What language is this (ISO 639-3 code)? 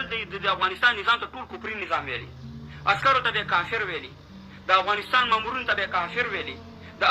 pus